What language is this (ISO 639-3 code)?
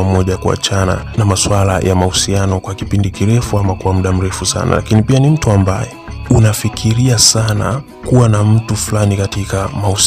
swa